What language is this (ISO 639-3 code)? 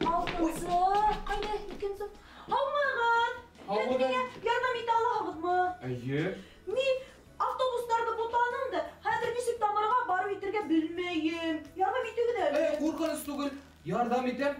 bak